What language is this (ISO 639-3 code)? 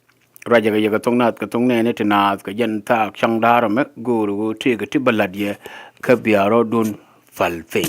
nus